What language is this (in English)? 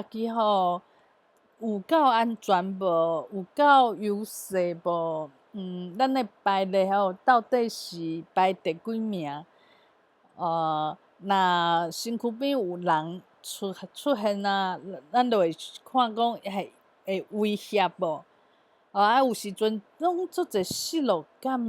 Min Nan Chinese